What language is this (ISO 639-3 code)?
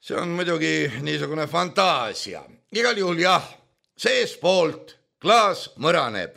est